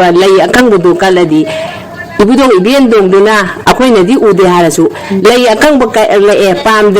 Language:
Manipuri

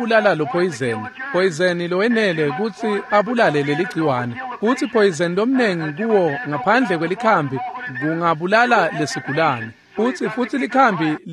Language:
Swati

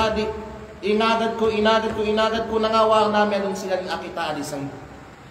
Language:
Kalagan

